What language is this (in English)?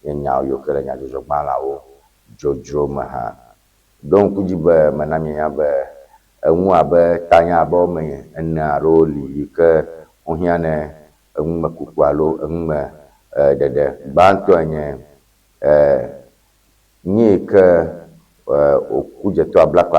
Ewe